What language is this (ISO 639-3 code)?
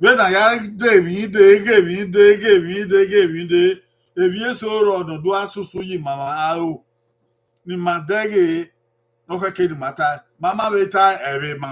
bin